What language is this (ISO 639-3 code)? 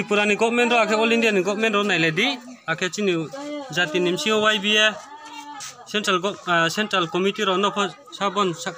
ria